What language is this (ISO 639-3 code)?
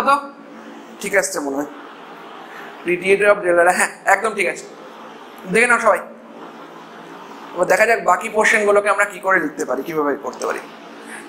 ben